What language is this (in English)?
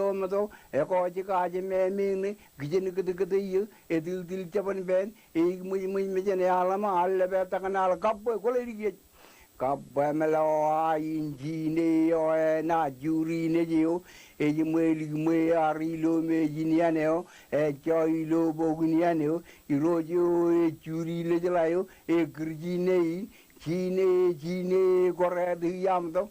Marshallese